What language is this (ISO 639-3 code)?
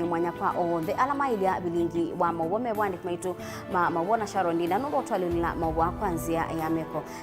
kam